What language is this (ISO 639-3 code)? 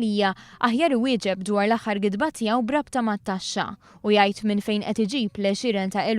mlt